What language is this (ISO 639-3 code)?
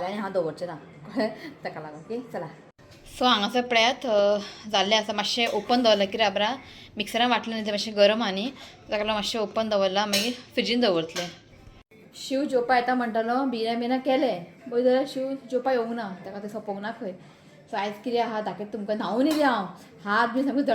kok